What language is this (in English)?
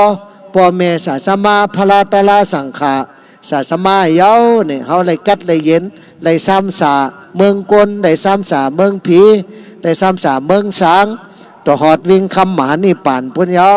Shan